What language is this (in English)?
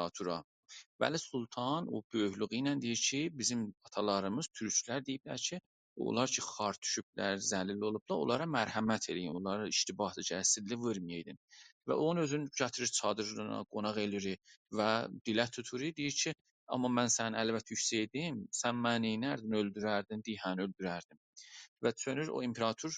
South Azerbaijani